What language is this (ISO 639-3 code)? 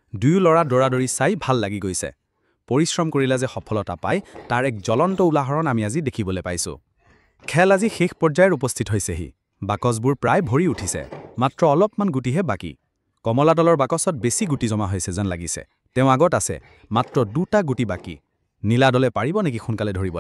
asm